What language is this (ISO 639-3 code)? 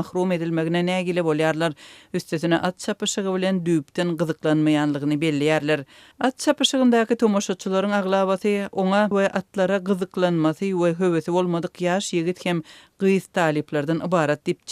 tuk